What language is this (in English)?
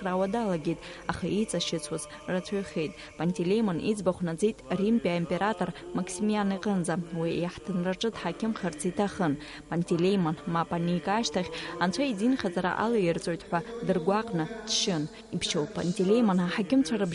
Abkhazian